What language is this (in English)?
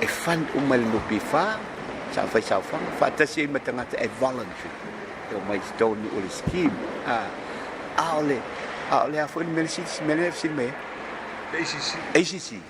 Samoan